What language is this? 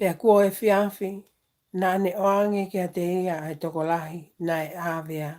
Tongan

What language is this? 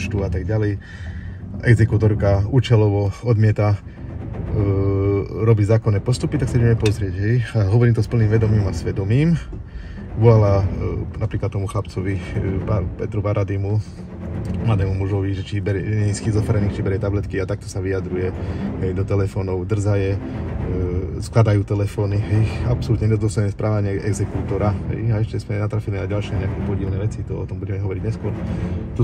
Slovak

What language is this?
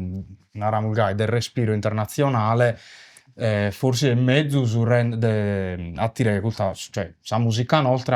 Sardinian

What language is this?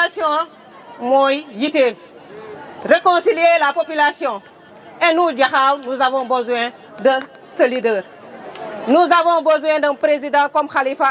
Wolof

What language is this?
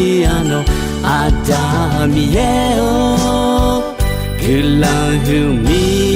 Akha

